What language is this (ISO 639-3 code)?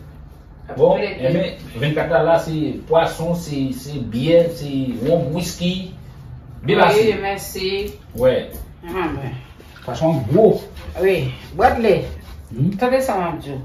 hat